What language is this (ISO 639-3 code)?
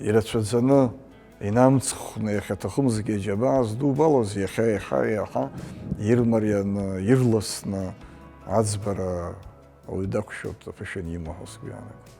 abk